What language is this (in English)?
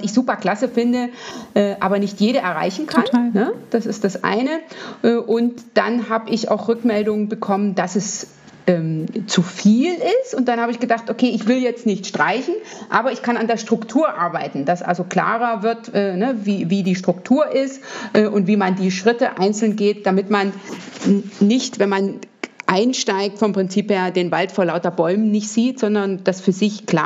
German